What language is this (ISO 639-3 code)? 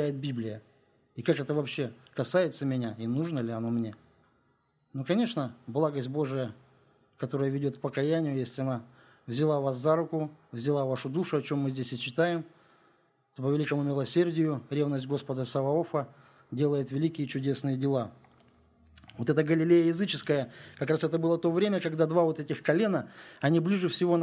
rus